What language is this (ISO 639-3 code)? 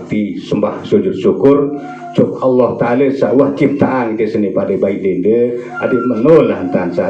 sas